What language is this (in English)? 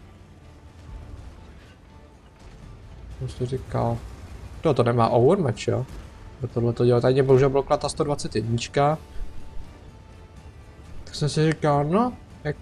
Czech